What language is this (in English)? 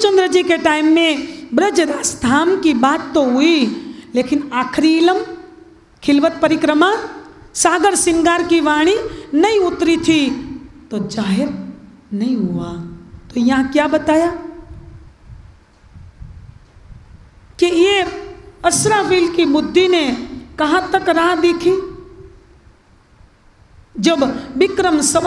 Hindi